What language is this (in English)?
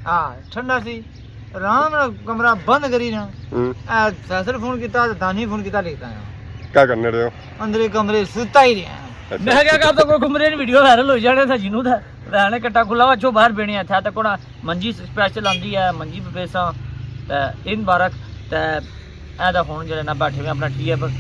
Pahari-Potwari